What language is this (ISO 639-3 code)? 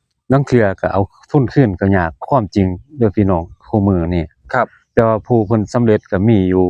tts